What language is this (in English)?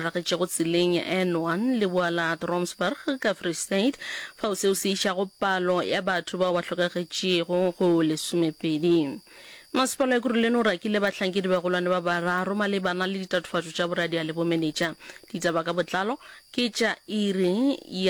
Northern Sotho